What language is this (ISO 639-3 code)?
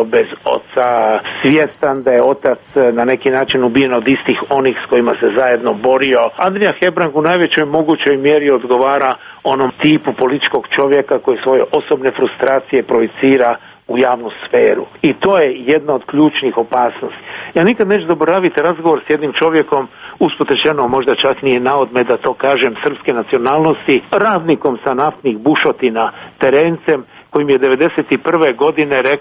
hrv